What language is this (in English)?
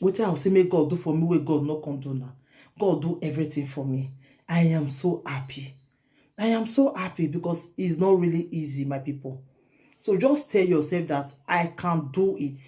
Nigerian Pidgin